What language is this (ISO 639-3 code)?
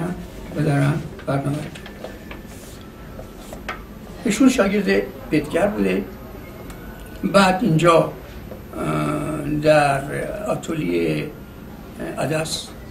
fas